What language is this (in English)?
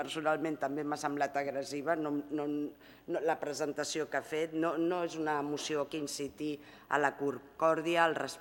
Catalan